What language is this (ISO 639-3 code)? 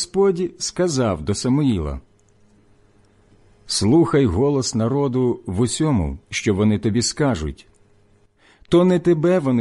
ukr